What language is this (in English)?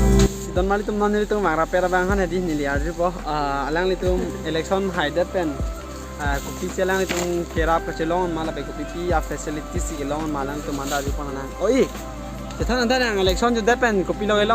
Karbi